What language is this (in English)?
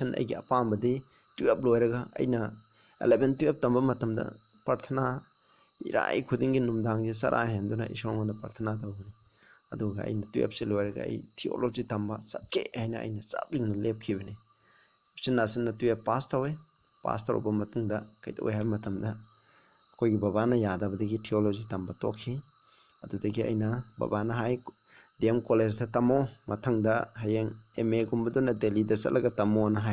Manipuri